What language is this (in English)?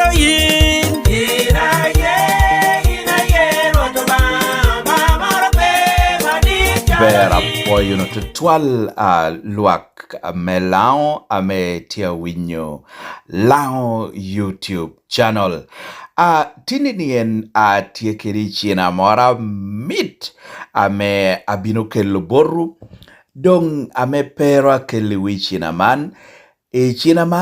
Lango (Uganda)